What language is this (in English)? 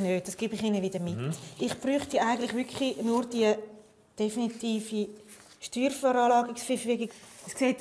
Romansh